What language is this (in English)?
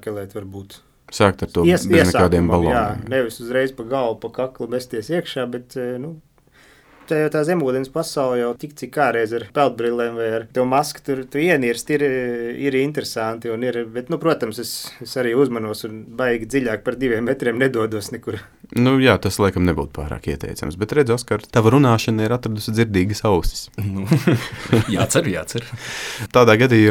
Latvian